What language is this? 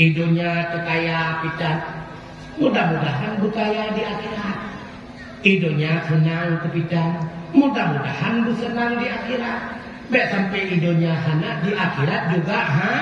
Achinese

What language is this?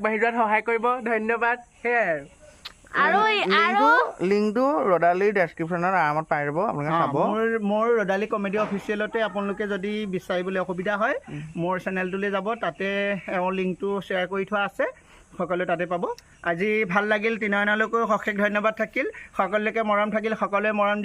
Assamese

